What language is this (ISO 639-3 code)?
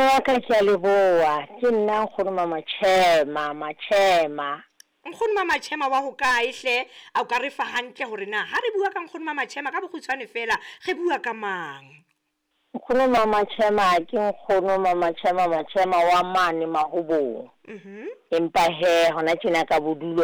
sot